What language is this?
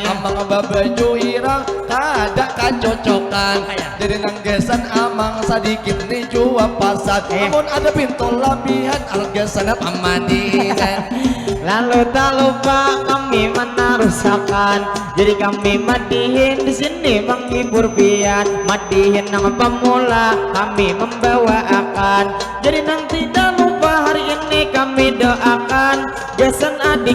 Banjar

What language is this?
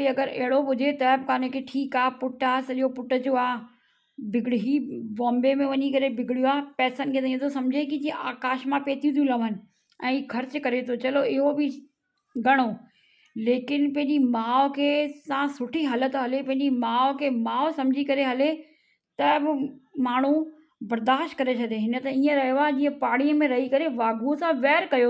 Sindhi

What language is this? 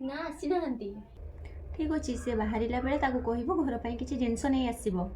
Odia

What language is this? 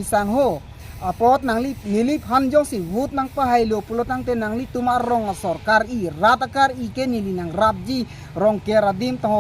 Karbi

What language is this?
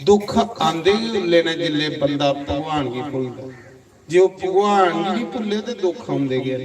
Dogri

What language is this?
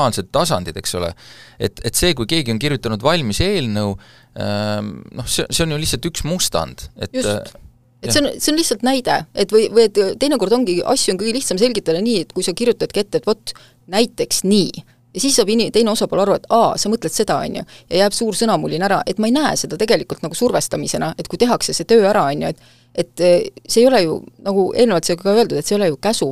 Estonian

